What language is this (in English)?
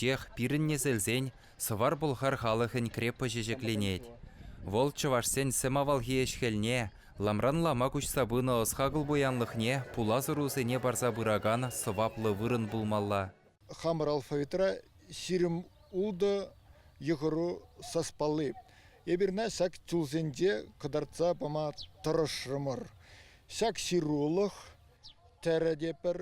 Chuvash